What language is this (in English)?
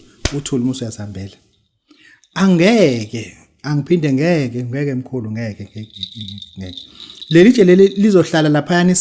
Zulu